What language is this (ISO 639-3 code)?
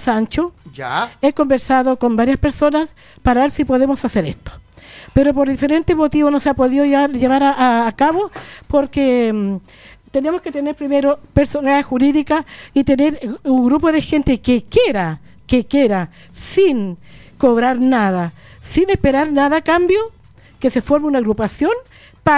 spa